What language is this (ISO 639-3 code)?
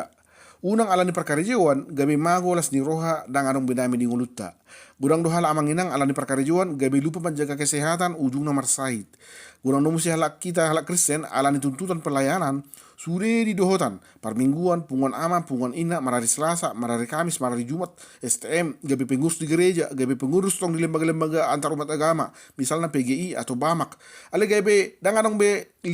bbc